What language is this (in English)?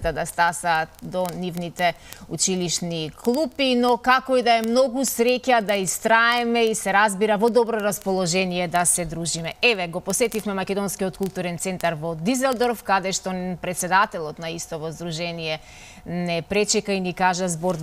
Macedonian